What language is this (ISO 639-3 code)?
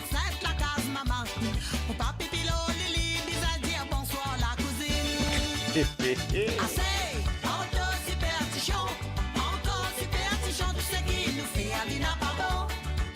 mfe